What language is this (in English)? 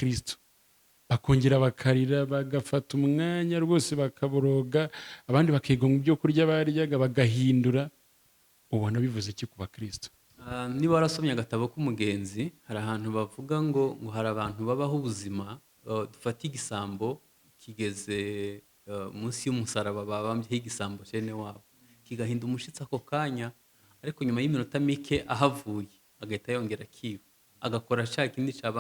Kinyarwanda